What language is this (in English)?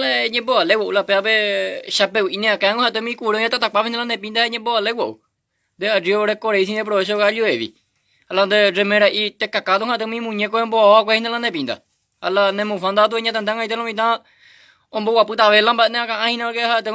Guarani